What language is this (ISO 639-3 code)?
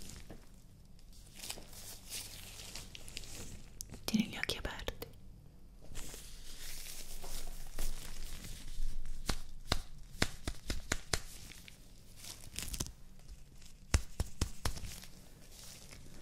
ita